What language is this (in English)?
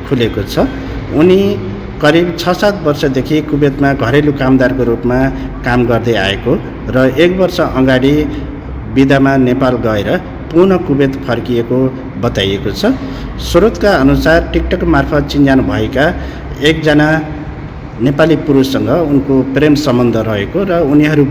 Nepali